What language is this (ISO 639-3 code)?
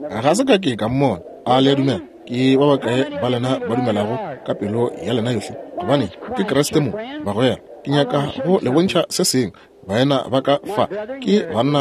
nso